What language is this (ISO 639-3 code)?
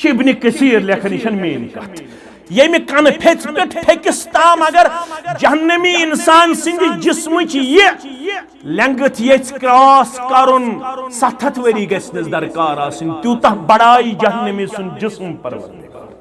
kas